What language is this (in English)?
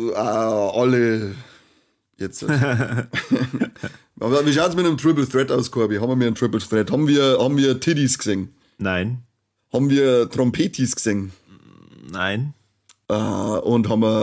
Bavarian